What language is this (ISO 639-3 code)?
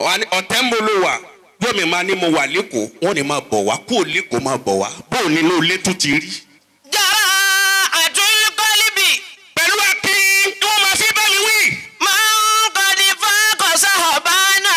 yor